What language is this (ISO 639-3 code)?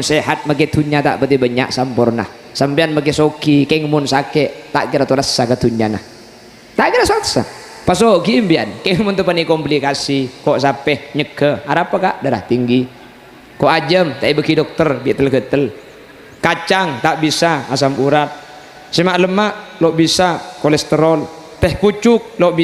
mad